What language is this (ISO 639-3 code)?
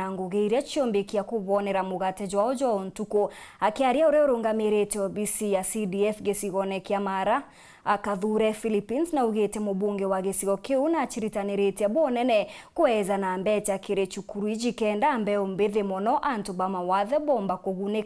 mer